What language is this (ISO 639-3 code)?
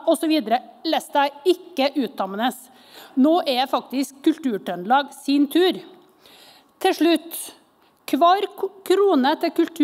nor